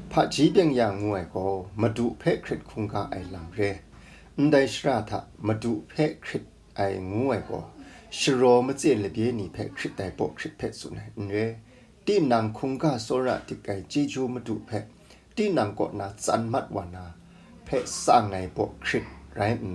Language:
Kachin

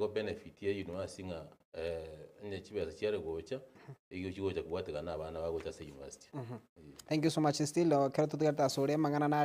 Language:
Gusii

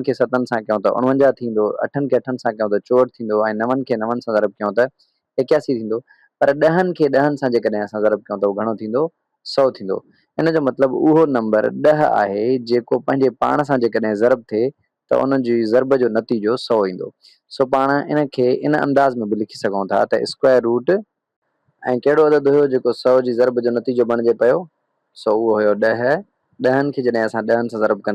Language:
Sindhi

